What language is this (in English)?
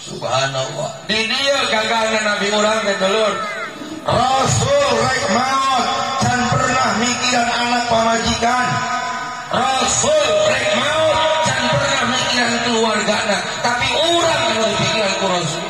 Sundanese